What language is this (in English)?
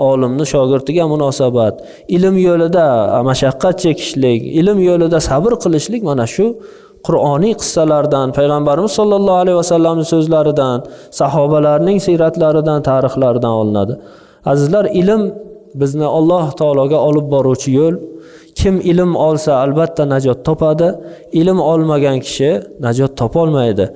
Uzbek